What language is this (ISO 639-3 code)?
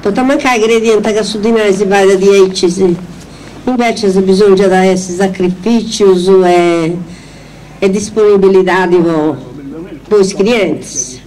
srd